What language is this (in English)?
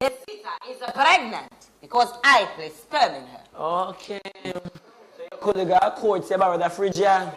Jamaican Creole English